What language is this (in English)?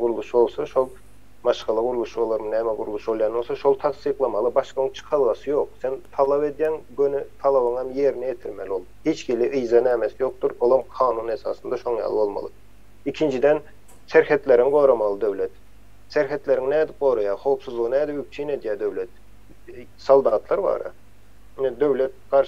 Turkmen